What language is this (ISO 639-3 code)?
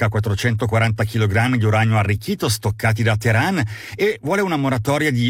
ita